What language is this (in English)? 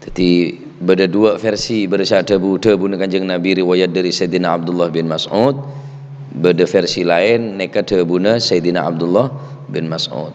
Madurese